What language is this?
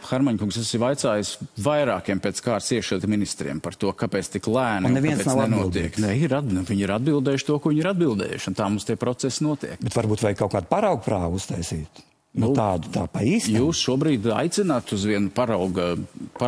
Latvian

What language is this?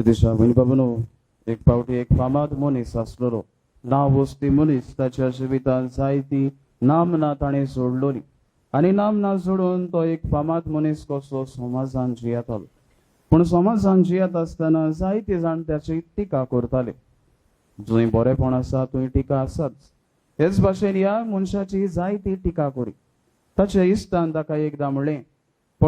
Konkani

